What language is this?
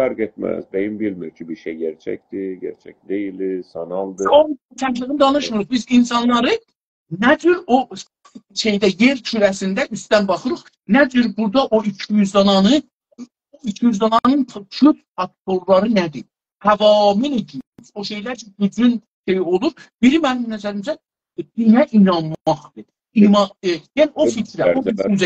South Azerbaijani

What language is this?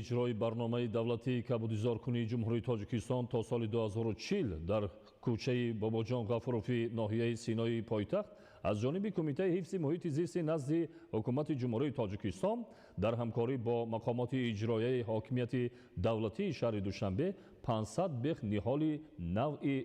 Tajik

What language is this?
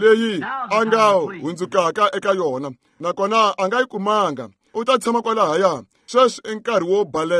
Tsonga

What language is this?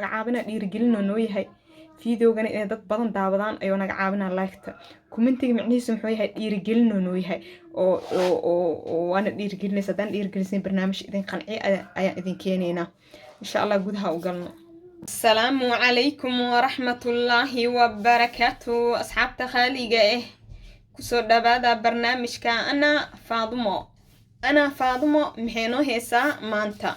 Somali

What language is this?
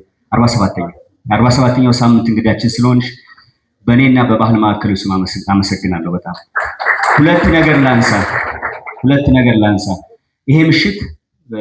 Amharic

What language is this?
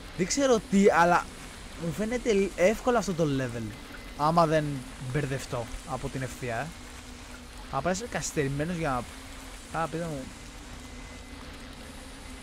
Greek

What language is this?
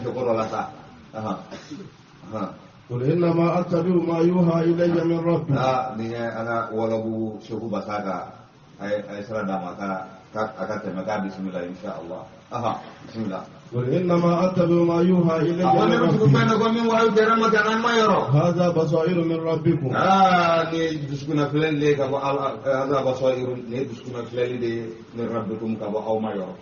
Bambara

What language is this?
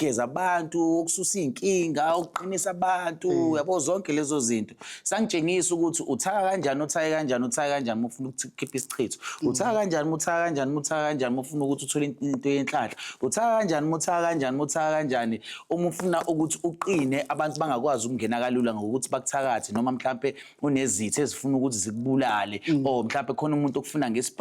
Zulu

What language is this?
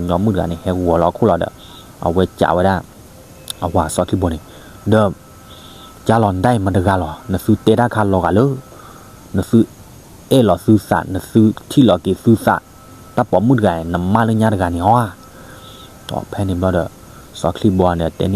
S'gaw Karen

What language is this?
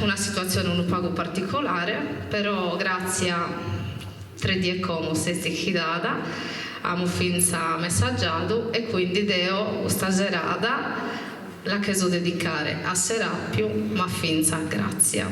Sardinian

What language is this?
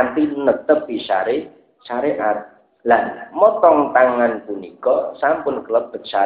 Javanese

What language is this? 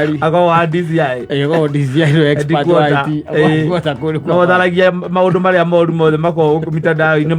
Kikuyu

